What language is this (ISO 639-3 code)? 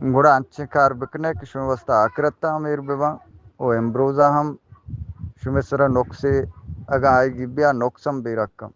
bgp